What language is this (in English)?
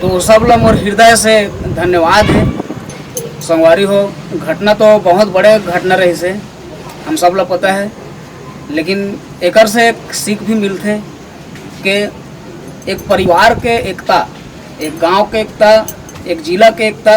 Chhattisgarhi